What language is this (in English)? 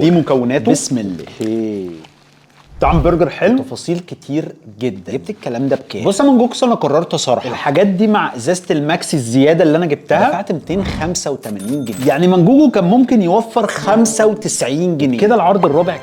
Egyptian Arabic